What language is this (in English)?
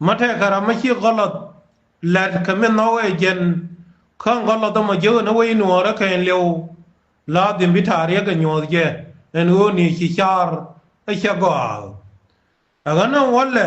Nuer